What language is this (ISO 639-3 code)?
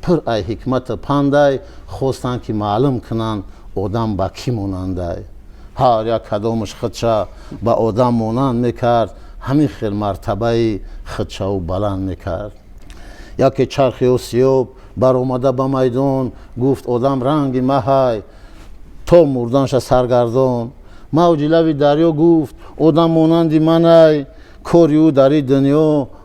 tgk